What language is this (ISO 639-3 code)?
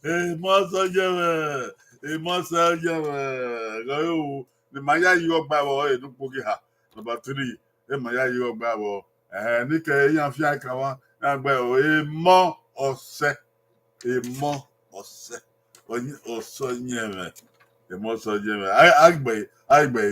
bin